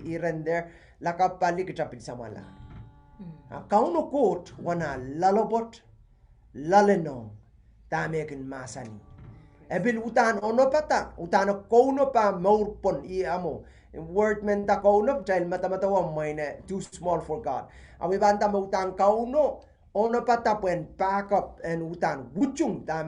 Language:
Pohnpeian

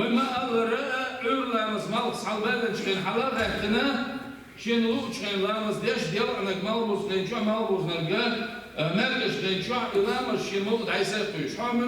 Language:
Chechen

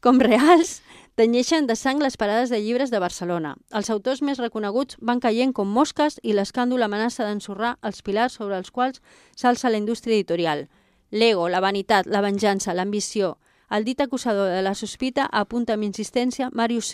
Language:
Catalan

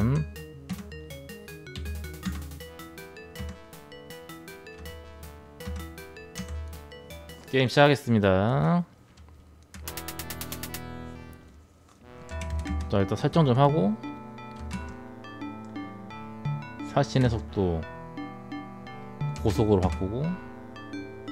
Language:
Korean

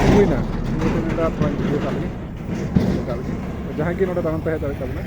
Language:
Santali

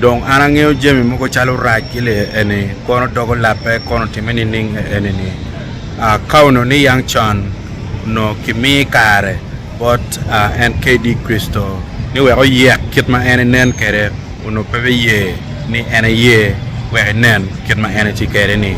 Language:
Acoli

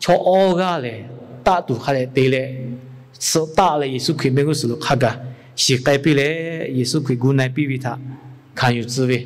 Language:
Lahu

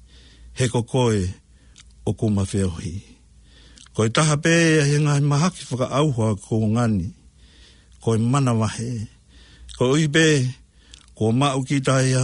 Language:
Tongan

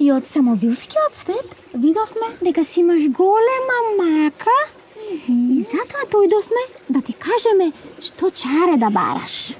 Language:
Macedonian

